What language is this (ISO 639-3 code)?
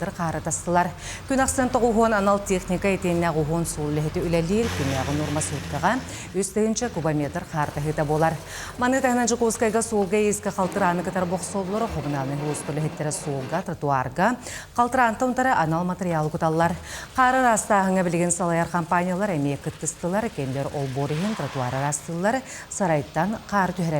sah